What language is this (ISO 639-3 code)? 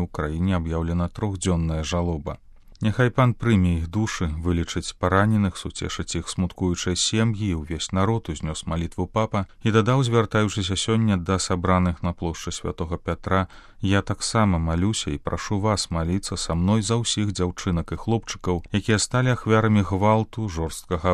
bel